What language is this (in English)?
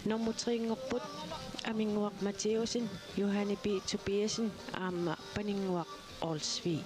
Kalaallisut